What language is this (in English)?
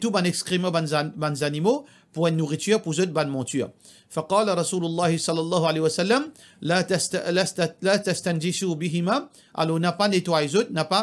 Morisyen